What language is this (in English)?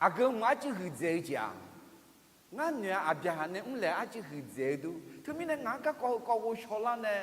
Akha